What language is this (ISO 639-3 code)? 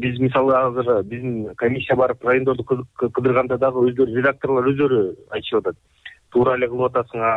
kir